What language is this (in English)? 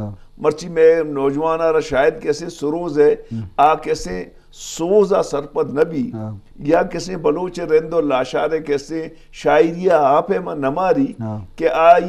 Eastern Balochi